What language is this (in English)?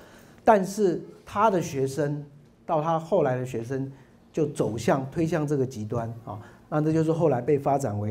Chinese